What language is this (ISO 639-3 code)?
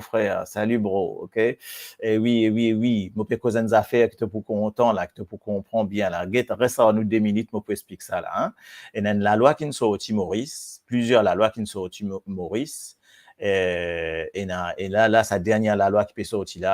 mfe